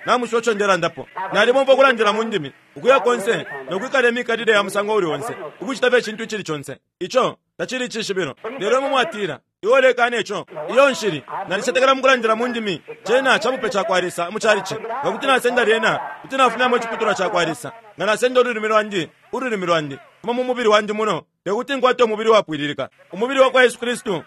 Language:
Bemba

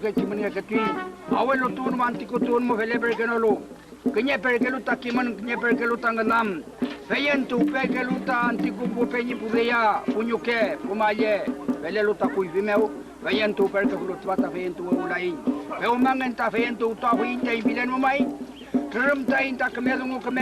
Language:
Mapuche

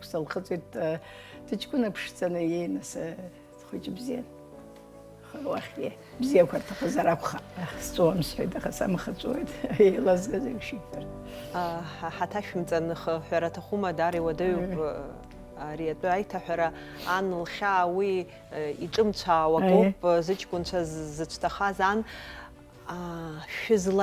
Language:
Abkhazian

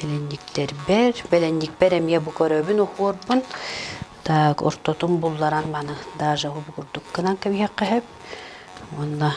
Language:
Yakut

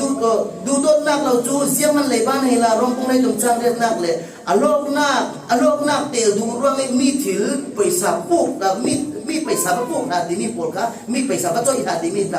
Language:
Falam Chin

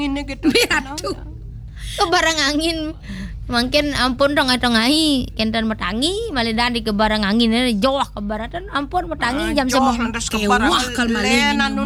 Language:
Balinese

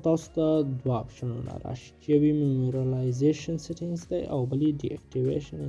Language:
Pashto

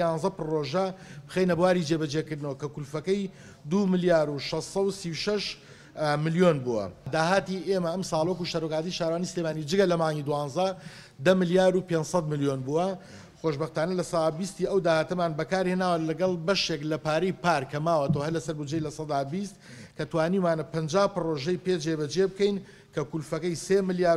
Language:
Central Kurdish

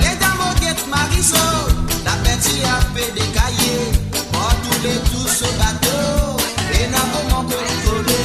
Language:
Morisyen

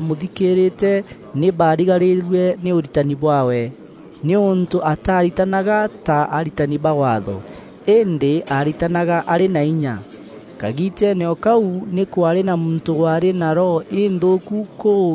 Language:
Meru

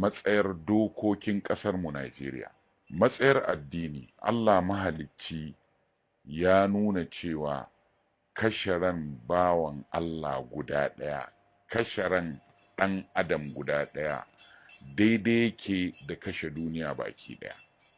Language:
Hausa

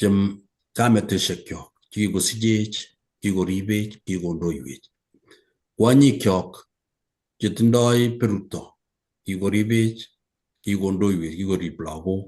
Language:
Kalenjin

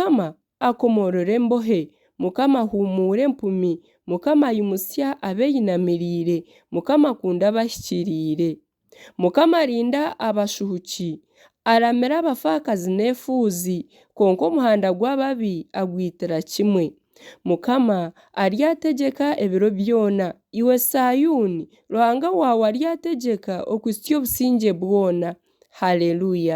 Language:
Nyankole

